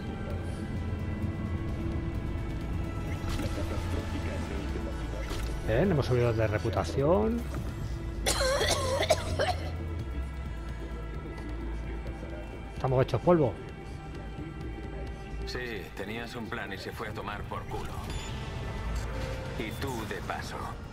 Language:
Spanish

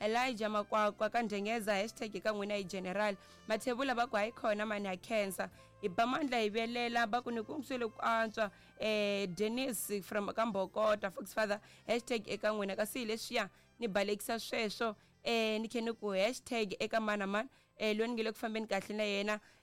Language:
Tsonga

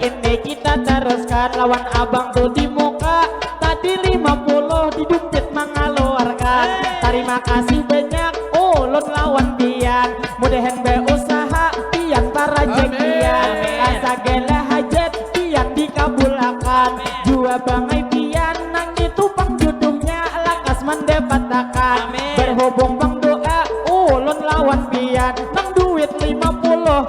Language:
Banjar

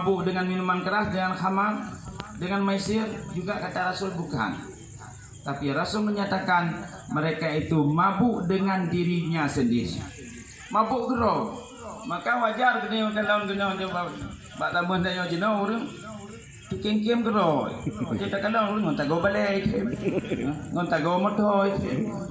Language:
Achinese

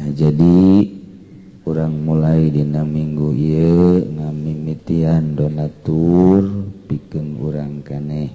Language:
Sundanese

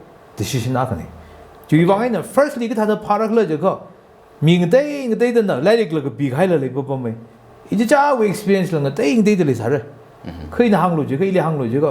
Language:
Tangkhul Naga (India)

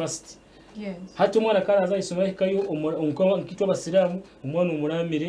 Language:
Nyankole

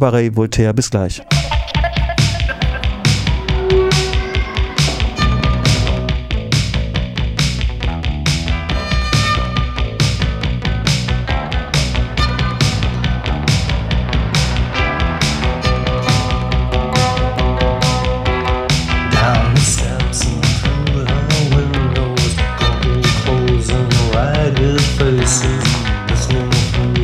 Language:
German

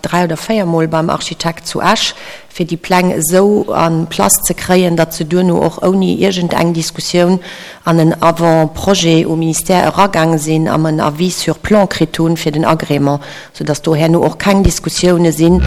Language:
Luxembourgish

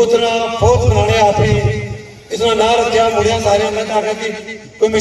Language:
Pahari-Potwari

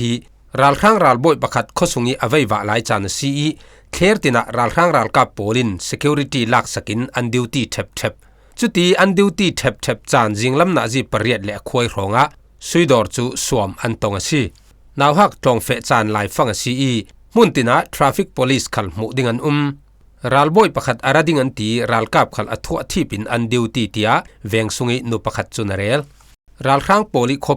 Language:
Falam Chin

